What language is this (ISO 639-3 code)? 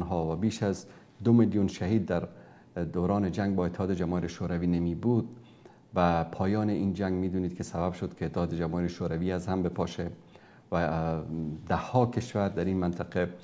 fas